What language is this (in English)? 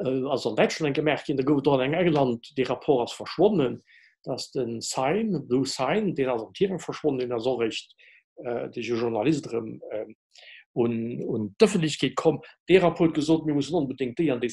Luxembourgish